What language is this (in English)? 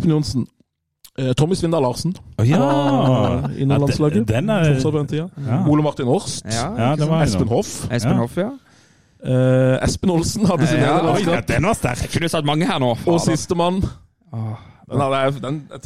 Norwegian